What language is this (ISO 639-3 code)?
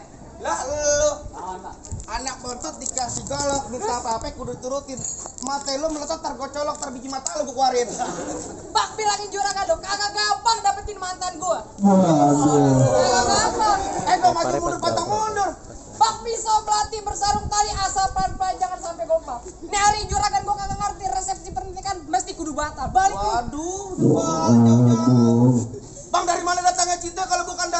bew